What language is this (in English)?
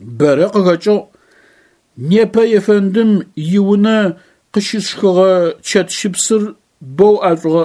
Adyghe